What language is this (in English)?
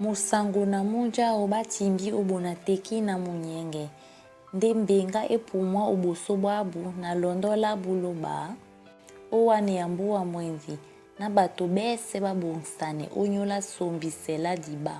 Duala